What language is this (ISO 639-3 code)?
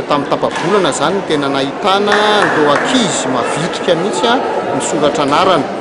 mlg